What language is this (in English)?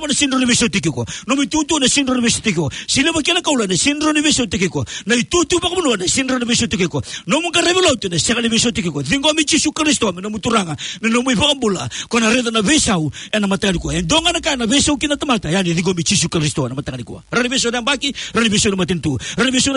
Fijian